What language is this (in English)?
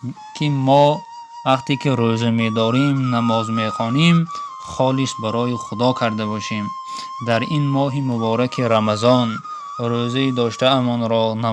Tajik